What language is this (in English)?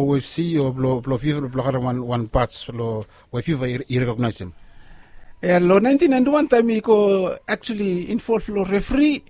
Bislama